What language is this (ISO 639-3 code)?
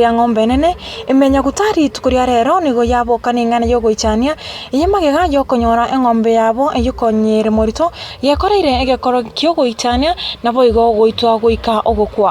guz